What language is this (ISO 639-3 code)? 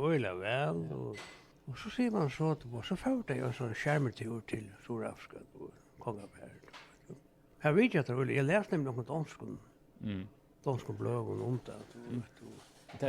fao